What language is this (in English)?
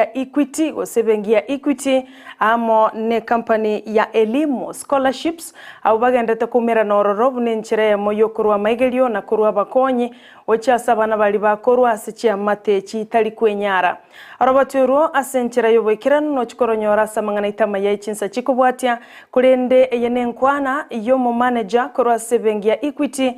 Gusii